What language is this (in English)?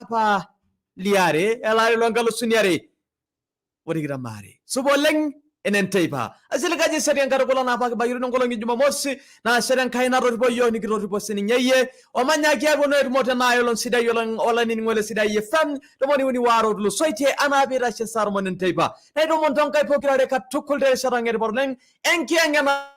Masai